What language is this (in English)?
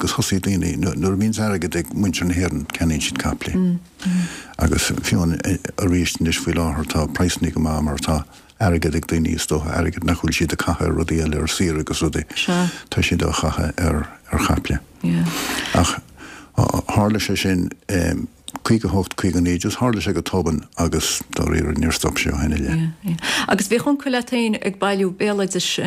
Irish